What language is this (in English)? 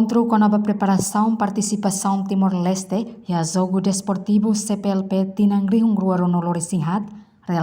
Tetum